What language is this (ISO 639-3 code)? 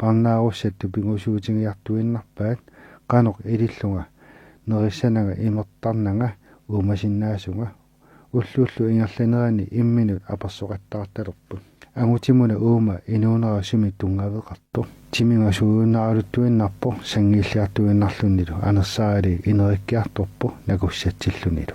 kal